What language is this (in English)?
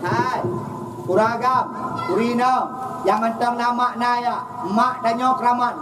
Achinese